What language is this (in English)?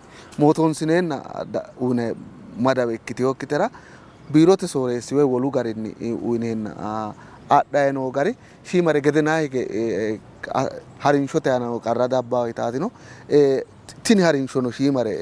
Sidamo